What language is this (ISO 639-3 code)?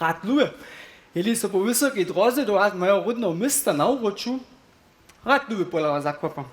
hsb